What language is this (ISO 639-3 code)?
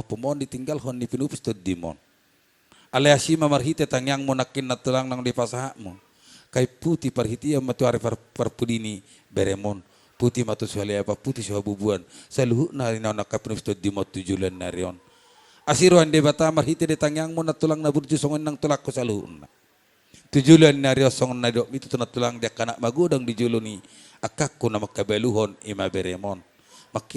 bbc